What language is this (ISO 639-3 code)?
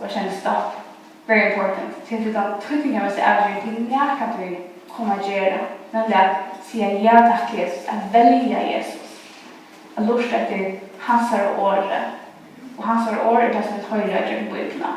fao